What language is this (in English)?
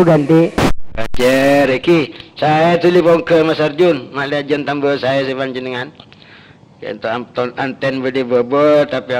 Madurese